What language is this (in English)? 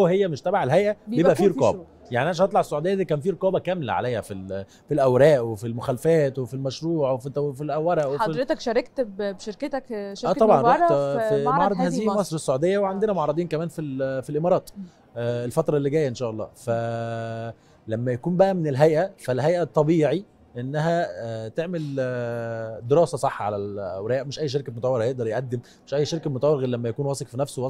Egyptian Arabic